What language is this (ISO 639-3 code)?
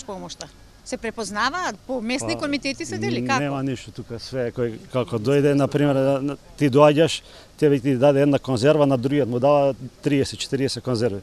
mkd